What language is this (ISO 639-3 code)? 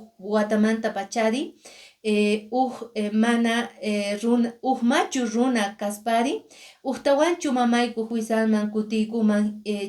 que